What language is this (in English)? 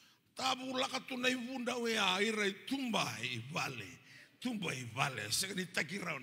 Fijian